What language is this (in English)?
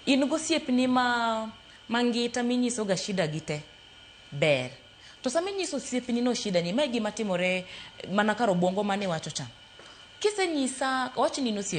Luo (Kenya and Tanzania)